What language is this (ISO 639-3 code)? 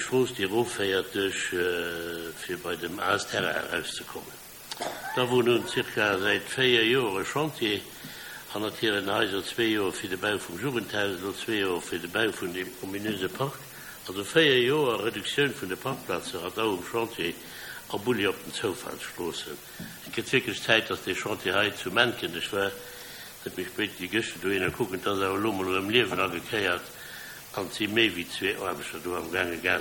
ltz